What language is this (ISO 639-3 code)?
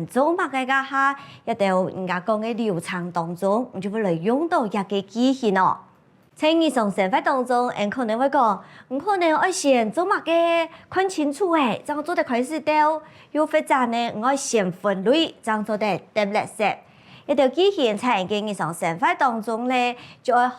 hak